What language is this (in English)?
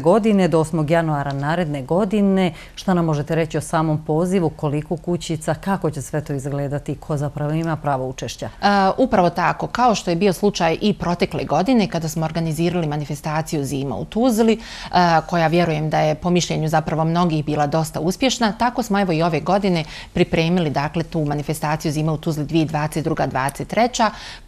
Croatian